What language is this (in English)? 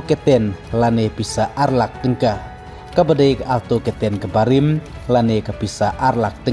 Khasi